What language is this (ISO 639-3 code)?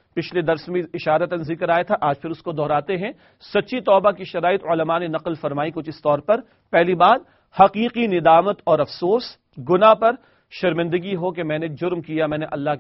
urd